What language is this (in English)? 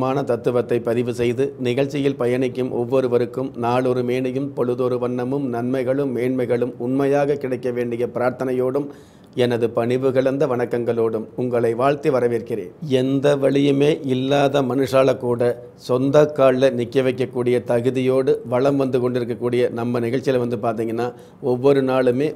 Tamil